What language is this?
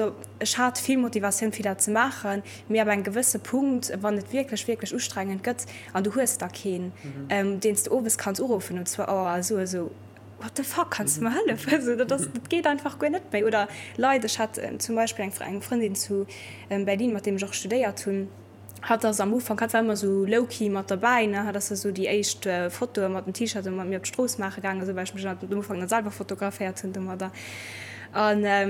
Luxembourgish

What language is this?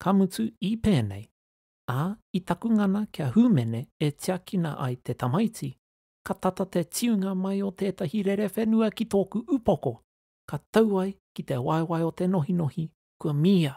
Māori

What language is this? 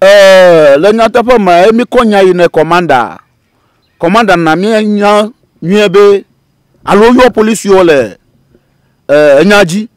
Ewe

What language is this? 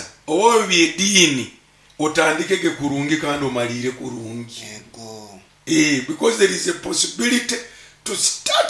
Nyoro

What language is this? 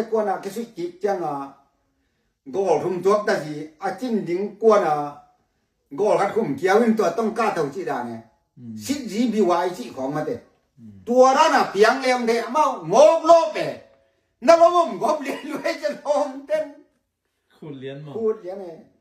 Tedim Chin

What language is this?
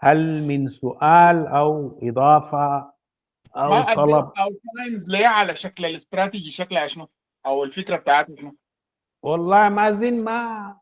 Sudanese Arabic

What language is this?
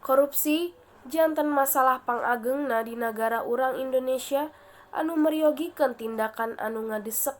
Sundanese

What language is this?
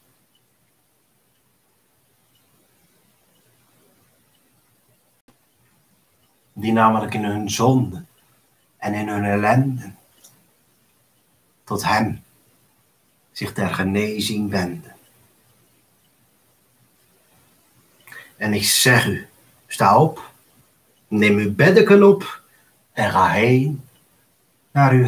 Dutch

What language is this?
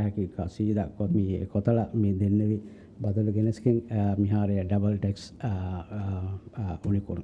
Divehi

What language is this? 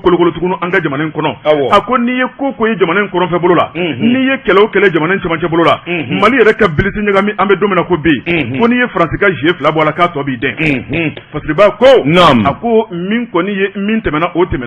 Bambara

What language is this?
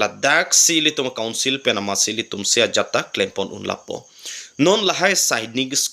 Karbi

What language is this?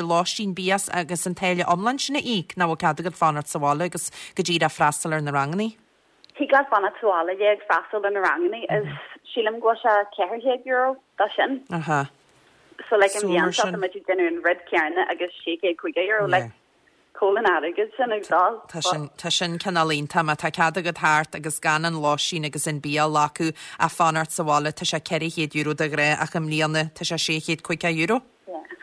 Irish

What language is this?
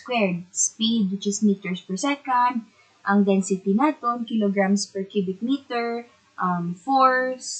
Hiligaynon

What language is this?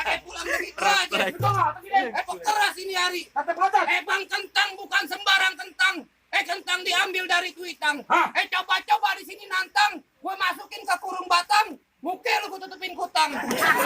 Betawi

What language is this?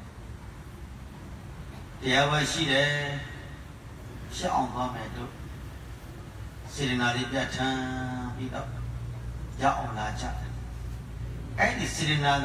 Burmese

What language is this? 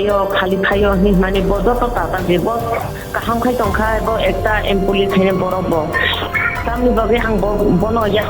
Kok Borok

